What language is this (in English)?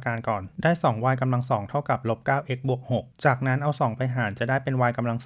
Lao